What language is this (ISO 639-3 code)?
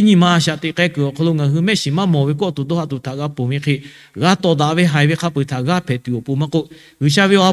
lhu